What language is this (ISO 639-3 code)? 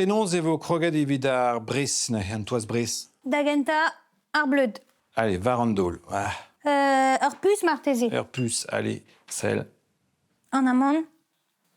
bre